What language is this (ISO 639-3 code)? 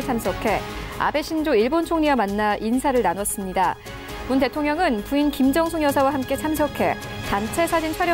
kor